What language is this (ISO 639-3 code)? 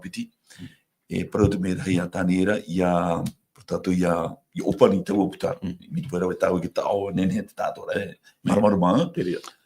tah